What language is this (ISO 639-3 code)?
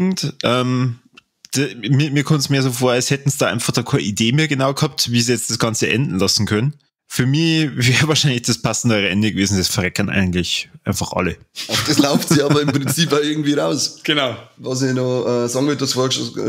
bar